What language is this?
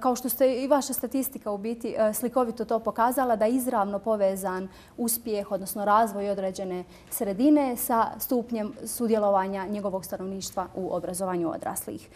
Bosnian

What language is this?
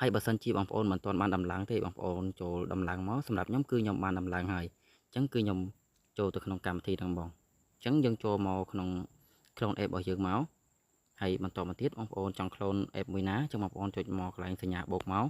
Khmer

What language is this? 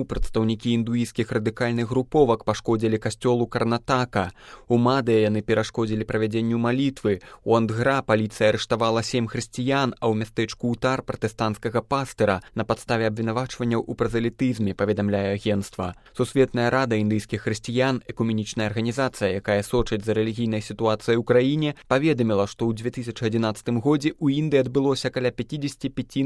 Belarusian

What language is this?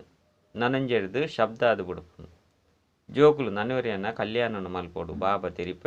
Tulu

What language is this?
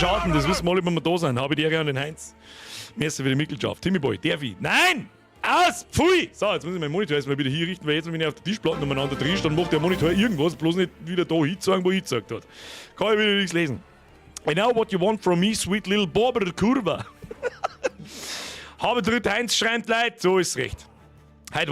Bavarian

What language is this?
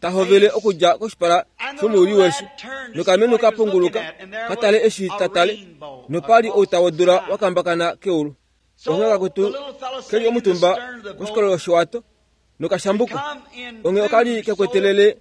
Kuanyama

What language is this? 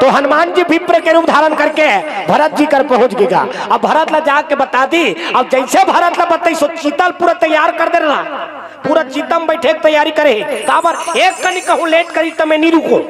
Chhattisgarhi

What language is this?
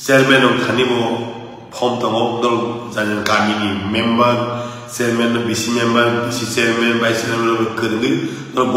Kok Borok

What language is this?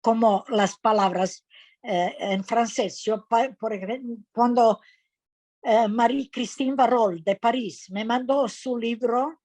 Ladino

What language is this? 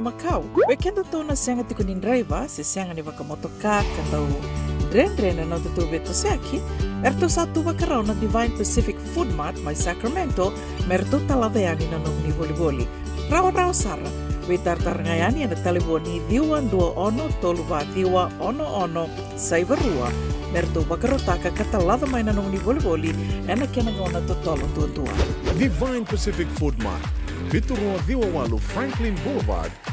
Fijian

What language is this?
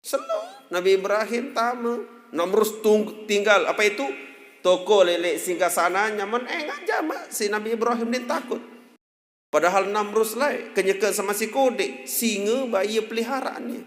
Sasak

